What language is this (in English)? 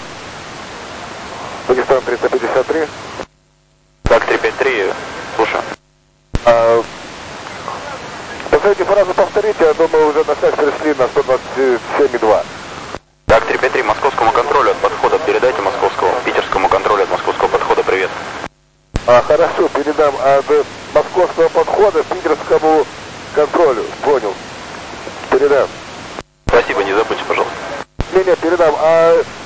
Russian